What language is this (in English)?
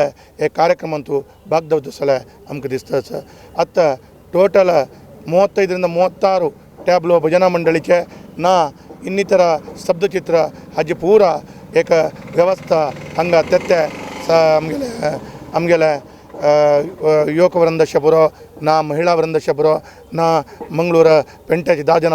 Konkani